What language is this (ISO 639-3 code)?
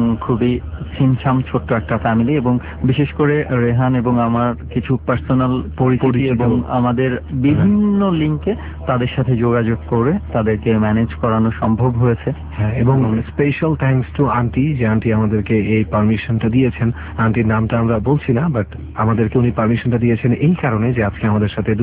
ben